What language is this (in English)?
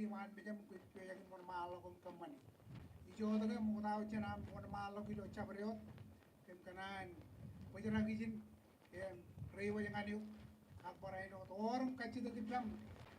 Marshallese